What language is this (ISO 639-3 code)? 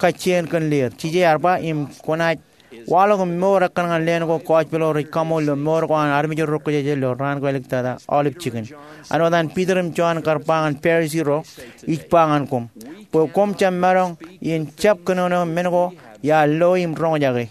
mah